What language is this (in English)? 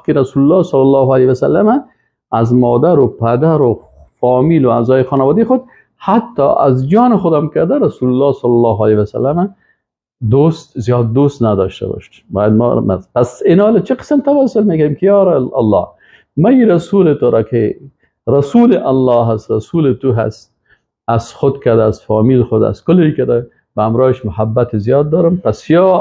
Persian